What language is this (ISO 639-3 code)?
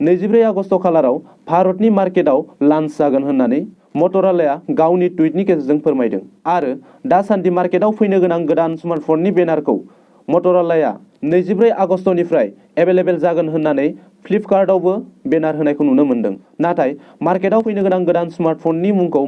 brx